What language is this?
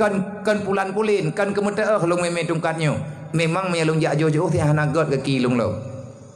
Achinese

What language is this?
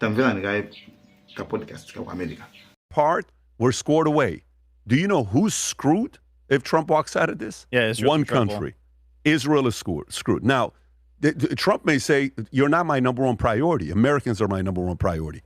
Nyanja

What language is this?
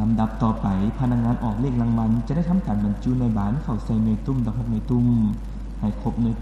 Lao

